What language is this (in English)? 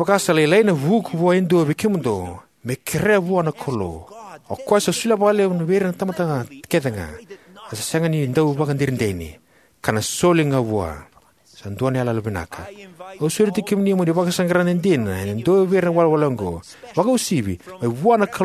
Fijian